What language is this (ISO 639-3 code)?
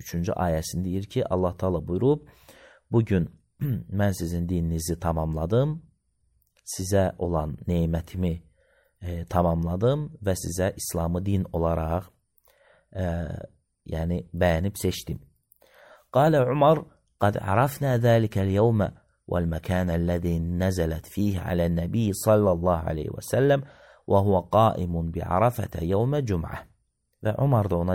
aze